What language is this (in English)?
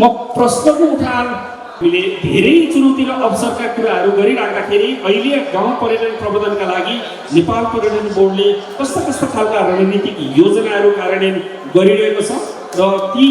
Nepali